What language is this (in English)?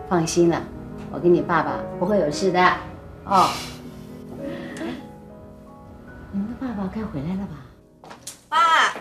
Chinese